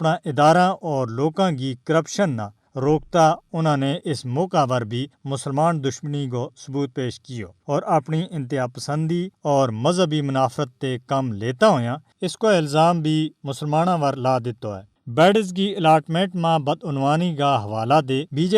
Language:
Gujari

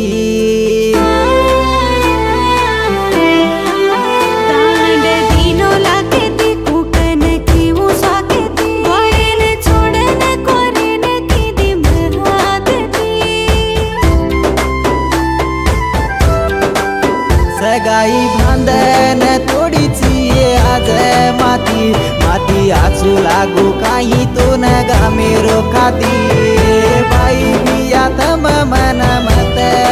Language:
Lambadi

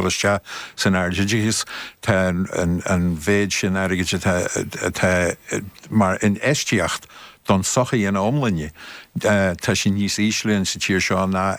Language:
Irish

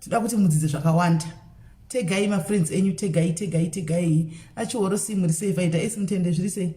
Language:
Shona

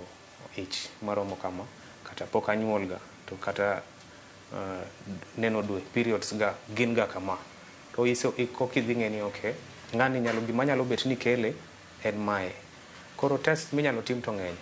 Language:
Luo (Kenya and Tanzania)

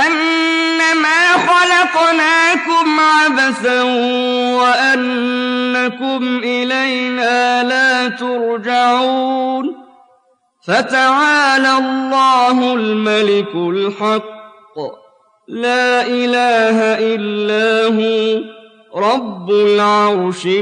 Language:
Arabic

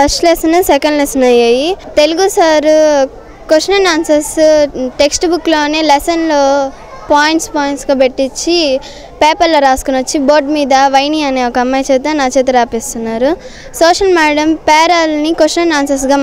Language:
Telugu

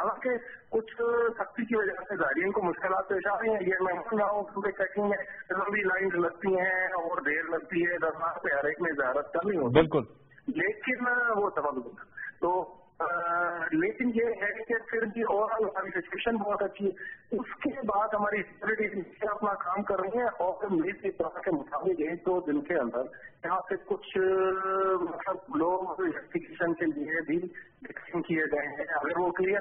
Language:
Urdu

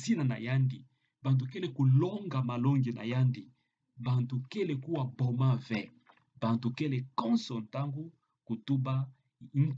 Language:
Kituba (Democratic Republic of Congo)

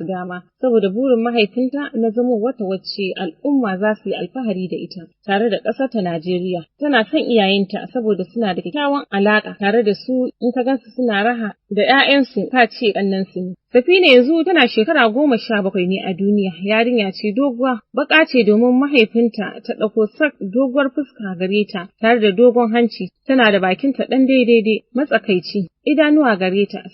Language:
Hausa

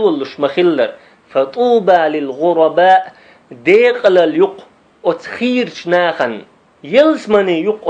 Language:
Chechen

